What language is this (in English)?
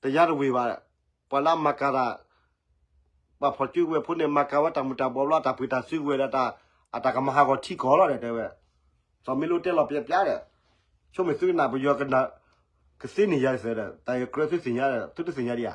S'gaw Karen